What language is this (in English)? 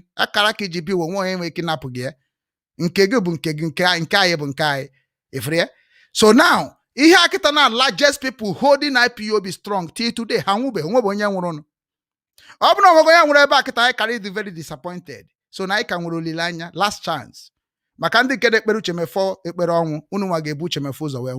Igbo